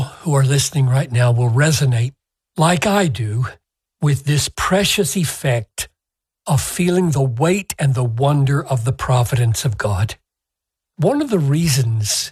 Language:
English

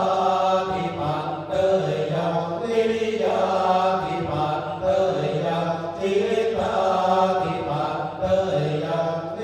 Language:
Pali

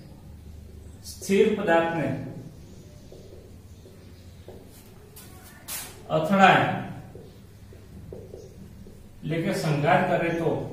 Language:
Gujarati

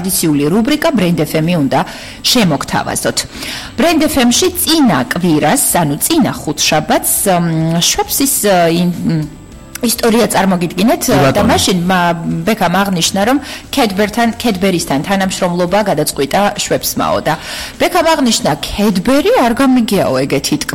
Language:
Georgian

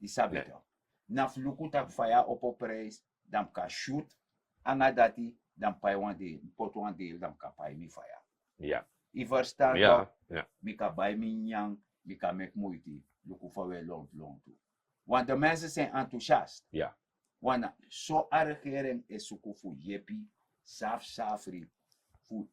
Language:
Sranan Tongo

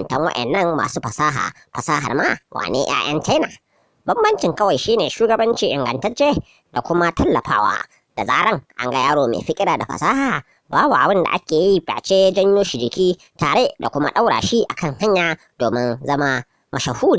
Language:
Hausa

